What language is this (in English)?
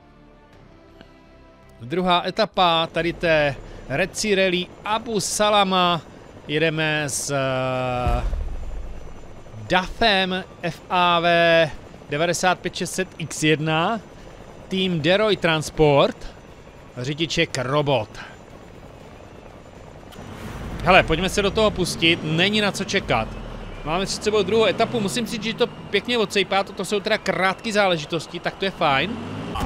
Czech